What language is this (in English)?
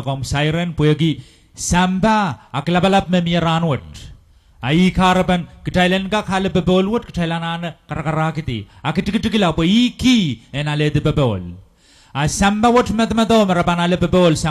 Pohnpeian